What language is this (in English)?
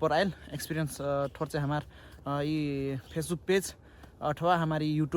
Nepali